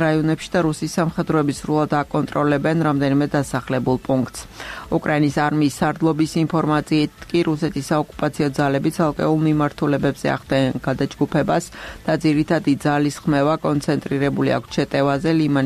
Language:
Georgian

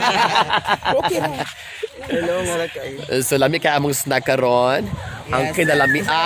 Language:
Cebuano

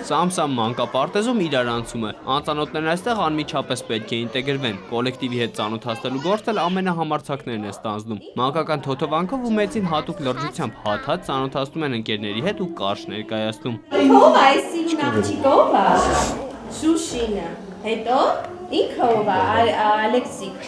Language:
Armenian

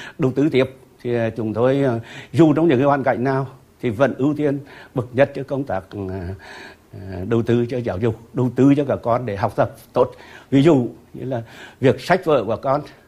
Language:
Vietnamese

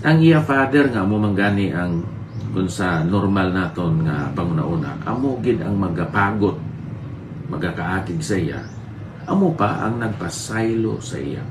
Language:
Hiligaynon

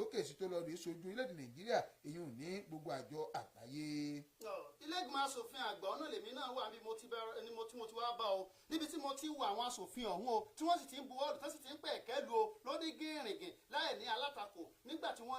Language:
Yoruba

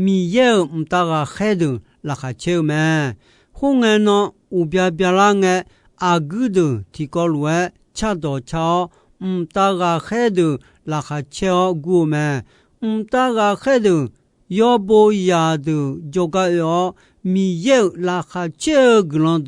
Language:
Akha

